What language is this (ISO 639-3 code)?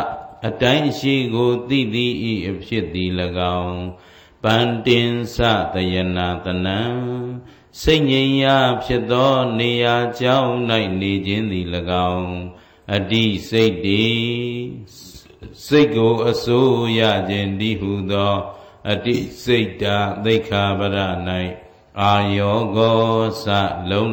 mya